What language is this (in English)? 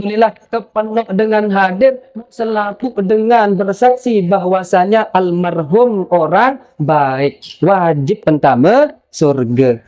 Sasak